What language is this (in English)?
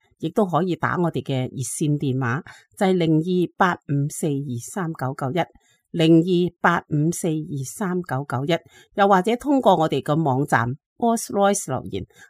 Cantonese